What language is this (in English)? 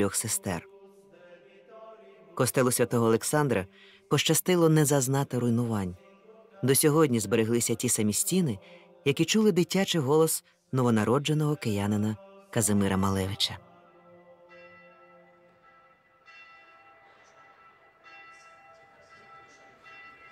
Ukrainian